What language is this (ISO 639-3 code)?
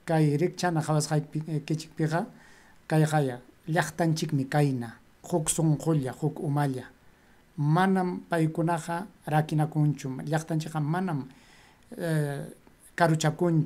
quy